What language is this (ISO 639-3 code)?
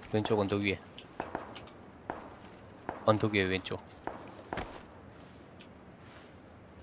kor